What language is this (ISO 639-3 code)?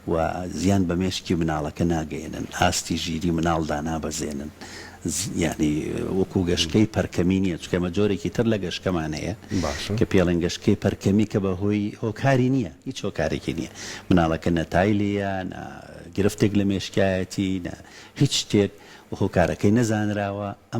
ckb